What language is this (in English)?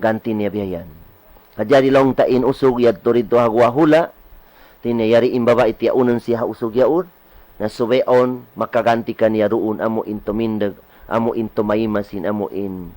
Tausug